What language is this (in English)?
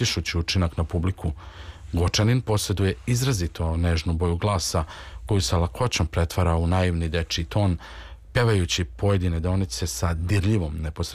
Serbian